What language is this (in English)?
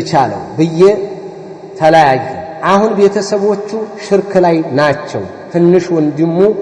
Amharic